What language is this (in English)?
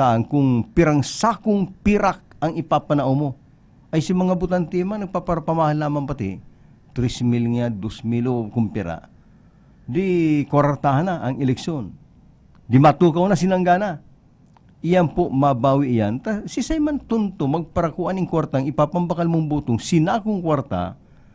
Bikol